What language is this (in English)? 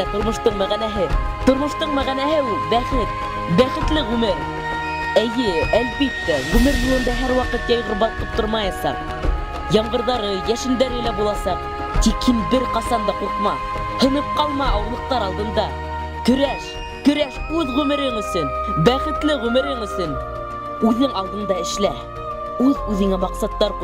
Bashkir